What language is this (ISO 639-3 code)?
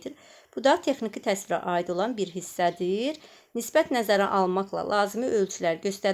aze